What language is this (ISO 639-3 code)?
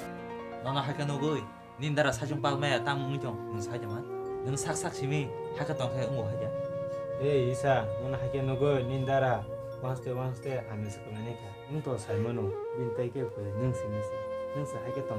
trp